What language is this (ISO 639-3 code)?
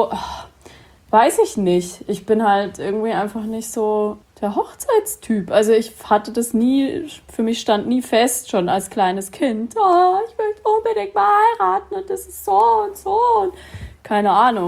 deu